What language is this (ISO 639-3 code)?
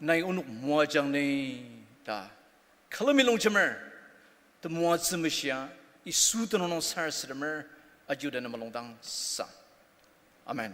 njo